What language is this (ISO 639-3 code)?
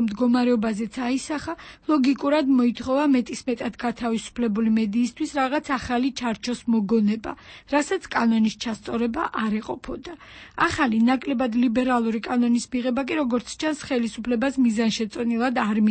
kat